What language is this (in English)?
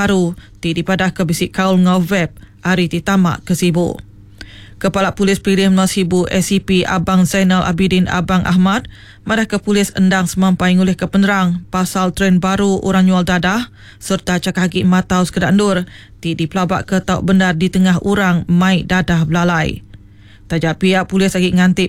Iban